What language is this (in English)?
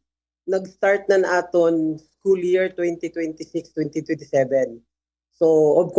Waray